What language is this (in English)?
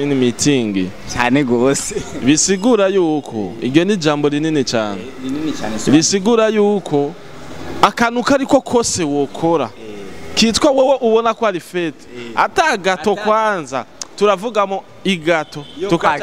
Rundi